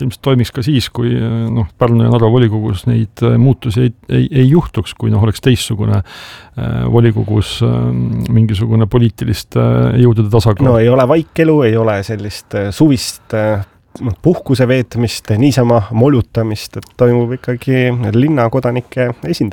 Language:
Estonian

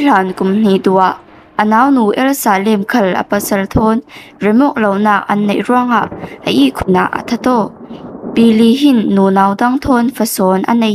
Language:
Falam Chin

